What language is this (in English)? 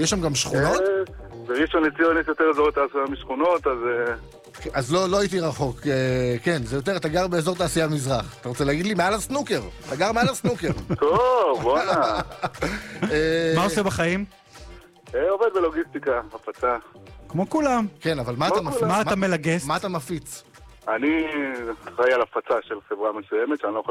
Hebrew